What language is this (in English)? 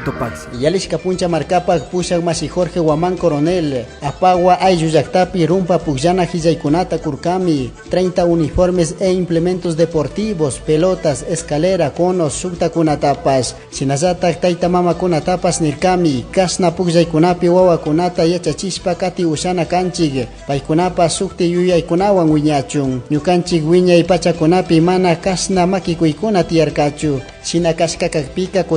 Chimborazo Highland Quichua